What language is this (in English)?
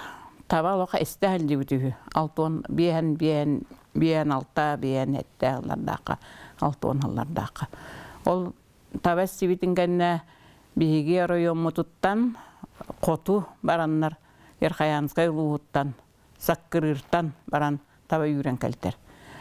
Yakut